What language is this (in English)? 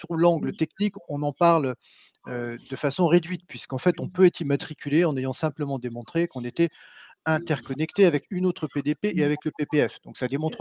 French